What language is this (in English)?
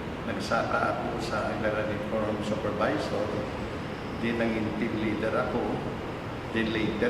Hiligaynon